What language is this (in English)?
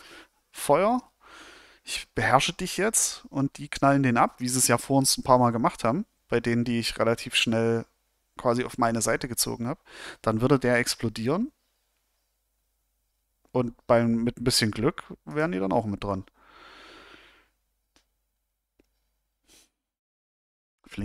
German